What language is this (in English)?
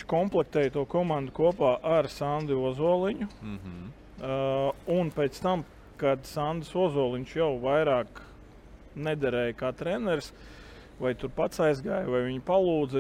Latvian